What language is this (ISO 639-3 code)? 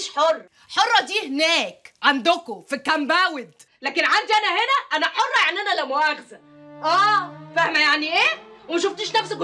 arz